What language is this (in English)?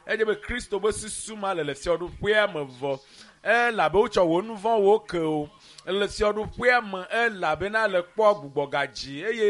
Ewe